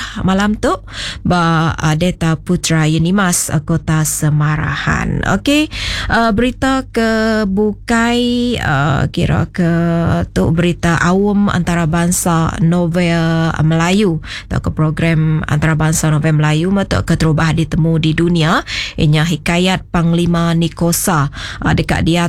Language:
Iban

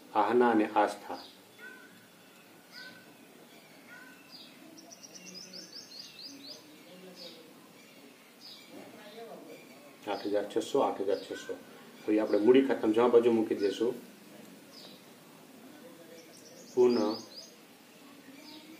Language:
Gujarati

